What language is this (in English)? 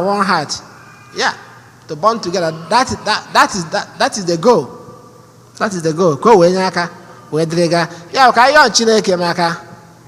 Igbo